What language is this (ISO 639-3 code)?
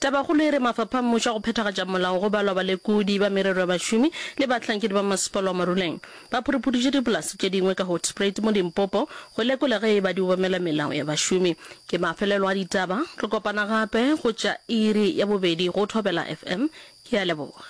nso